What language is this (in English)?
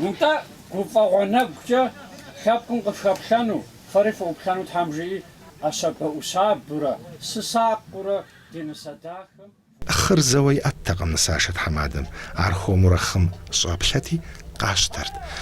Kabardian